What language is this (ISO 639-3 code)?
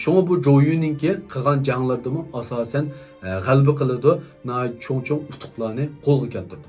uig